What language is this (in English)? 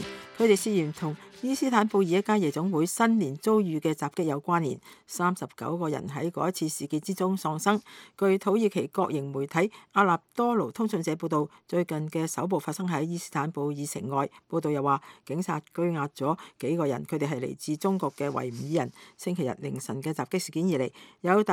Cantonese